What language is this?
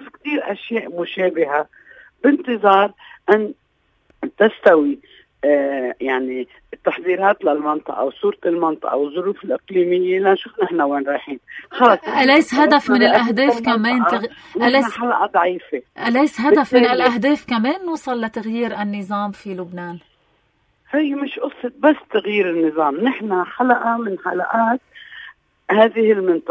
North Levantine Arabic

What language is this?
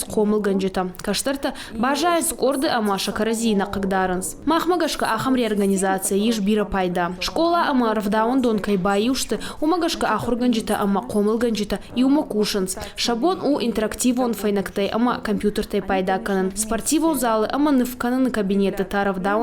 Ossetic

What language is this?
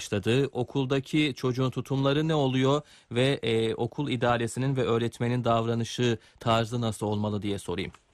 Turkish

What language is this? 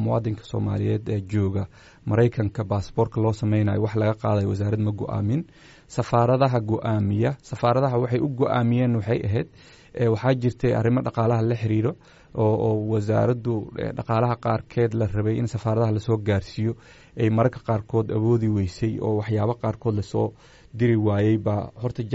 Somali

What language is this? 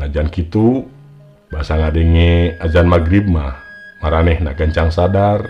Sundanese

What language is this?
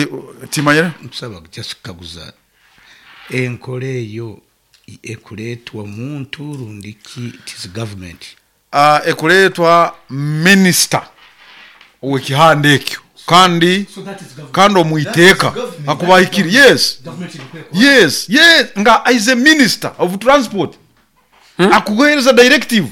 Nyoro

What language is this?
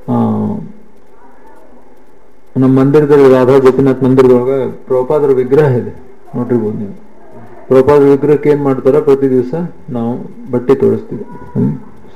Kannada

